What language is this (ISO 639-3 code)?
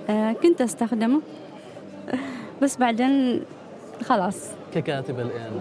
afb